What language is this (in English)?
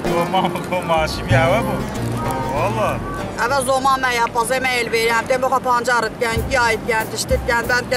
Kurdish